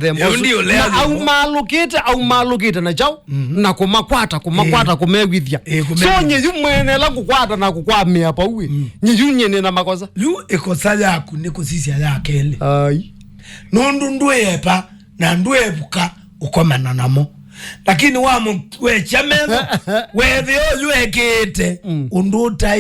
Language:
Kamba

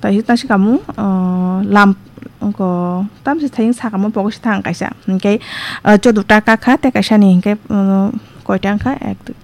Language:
Kok Borok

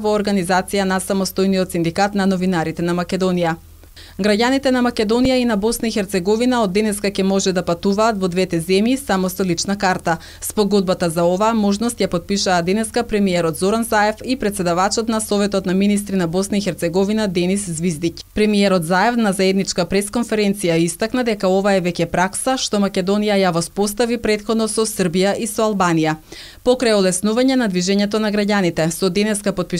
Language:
Macedonian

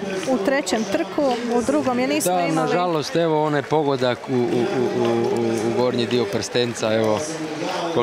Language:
Croatian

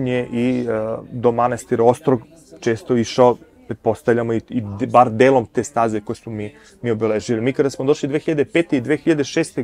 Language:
Serbian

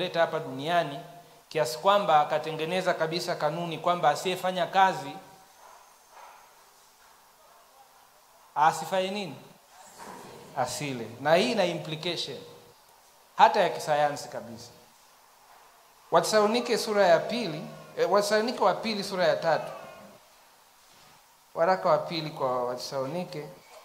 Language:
Swahili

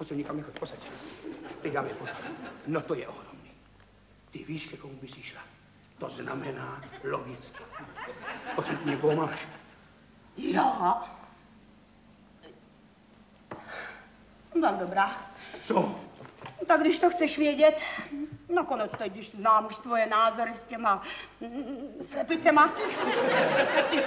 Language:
Czech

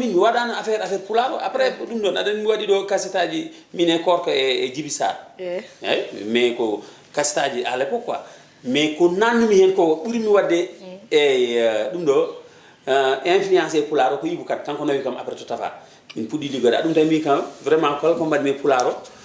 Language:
Fula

